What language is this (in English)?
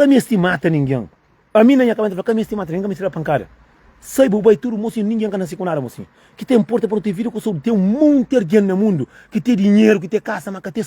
Kabuverdianu